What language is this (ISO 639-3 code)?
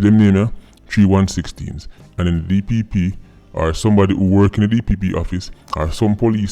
jam